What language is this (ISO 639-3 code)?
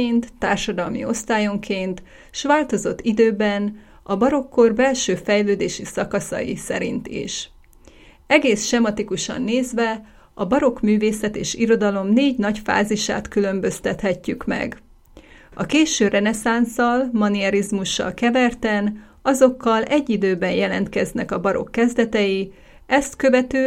hun